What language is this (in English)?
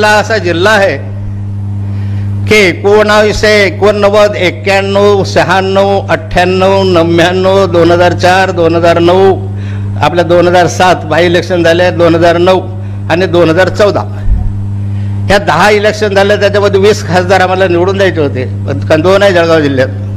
Marathi